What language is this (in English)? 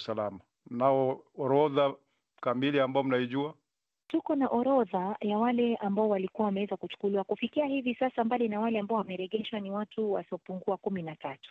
Swahili